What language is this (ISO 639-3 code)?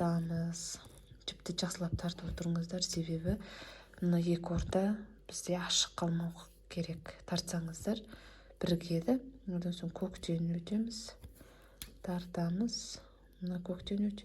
kaz